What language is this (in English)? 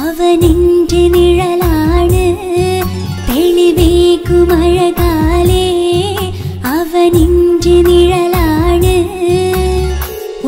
Malayalam